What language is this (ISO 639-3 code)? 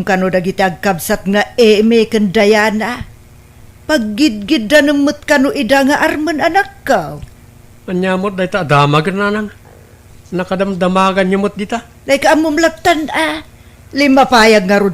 ilo